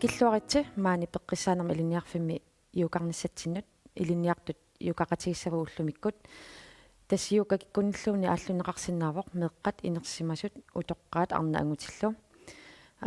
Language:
Kalaallisut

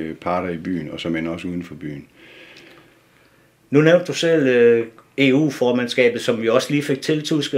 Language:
Danish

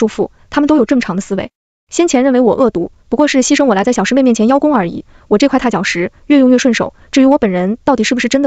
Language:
Chinese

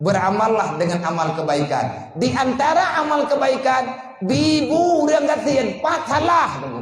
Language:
Achinese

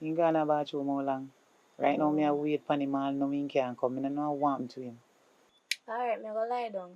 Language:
Jamaican Creole English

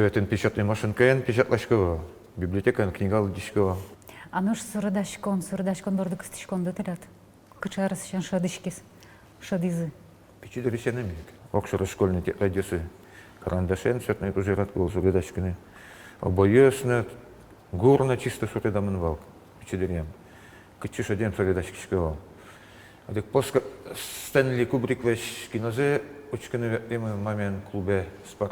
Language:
Udmurt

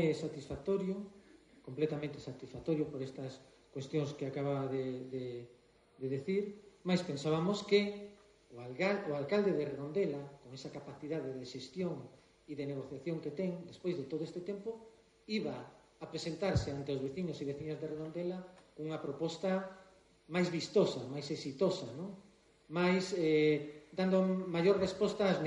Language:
Galician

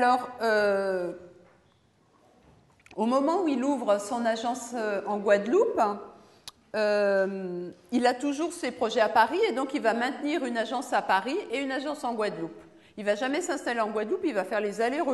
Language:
French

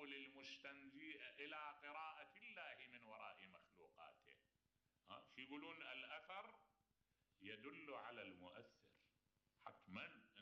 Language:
Mesopotamian Arabic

